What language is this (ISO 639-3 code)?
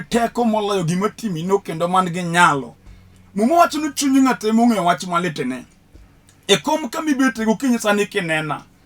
luo